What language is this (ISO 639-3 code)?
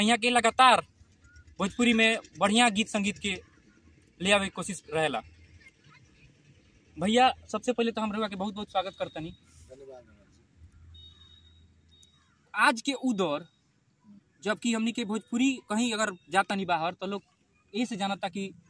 bho